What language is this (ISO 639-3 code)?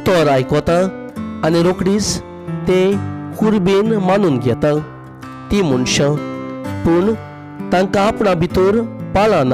kok